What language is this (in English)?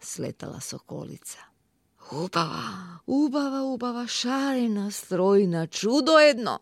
Macedonian